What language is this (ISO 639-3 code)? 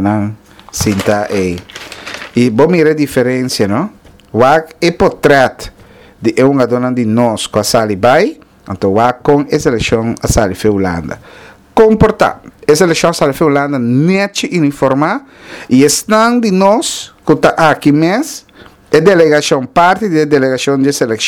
pap